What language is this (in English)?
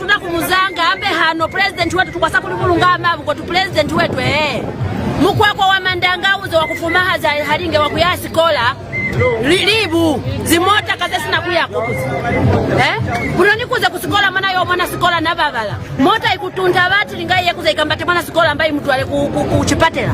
Lozi